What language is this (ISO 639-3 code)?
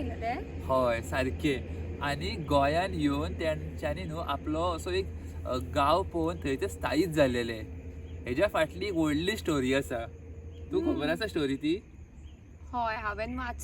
kok